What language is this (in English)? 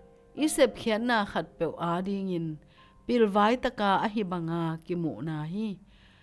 Tedim Chin